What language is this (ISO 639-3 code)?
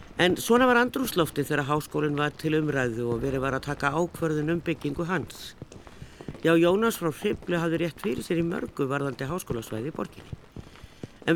isl